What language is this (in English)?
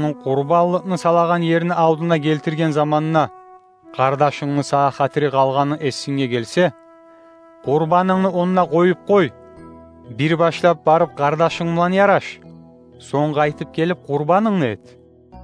Kumyk